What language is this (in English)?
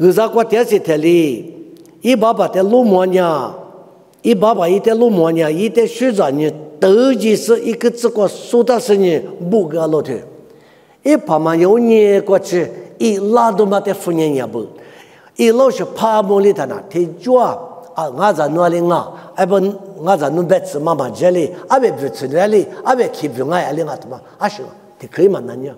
Lisu